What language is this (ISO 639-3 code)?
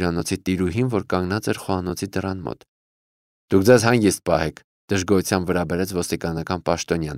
hye